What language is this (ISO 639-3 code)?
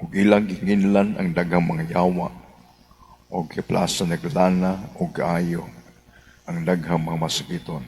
ceb